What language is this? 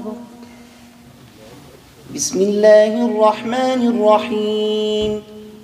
Arabic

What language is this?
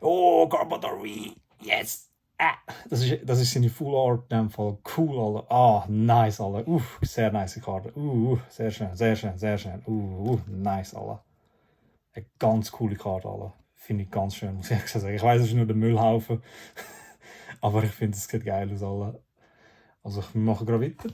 Swiss German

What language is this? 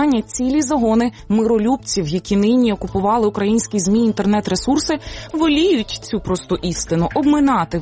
Ukrainian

